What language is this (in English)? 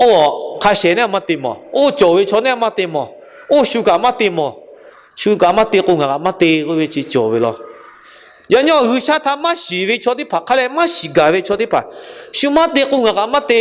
Lahu